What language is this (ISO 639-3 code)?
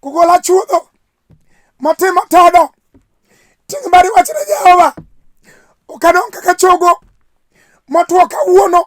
luo